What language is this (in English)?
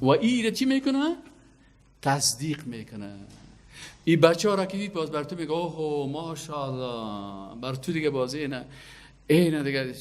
Persian